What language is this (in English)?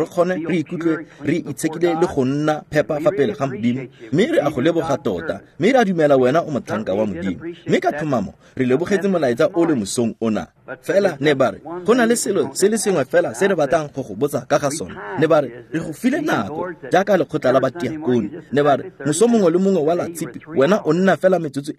Tswana